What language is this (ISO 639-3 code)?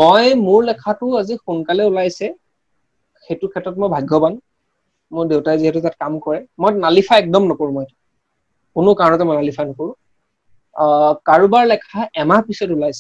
asm